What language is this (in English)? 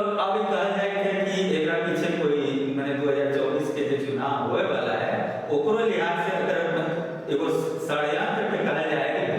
Magahi